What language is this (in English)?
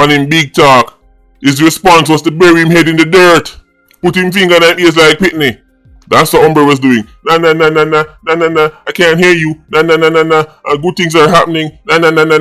Jamaican Creole English